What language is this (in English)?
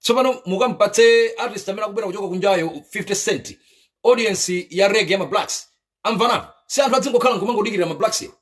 Nyanja